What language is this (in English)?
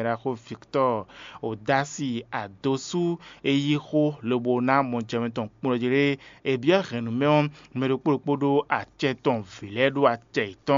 Fon